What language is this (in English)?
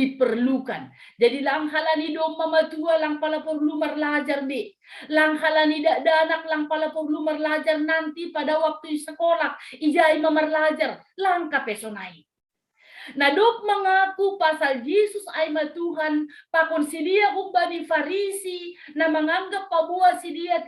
Batak Simalungun